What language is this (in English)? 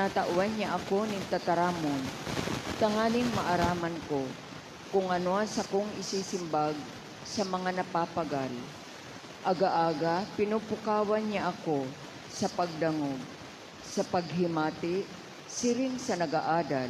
Bikol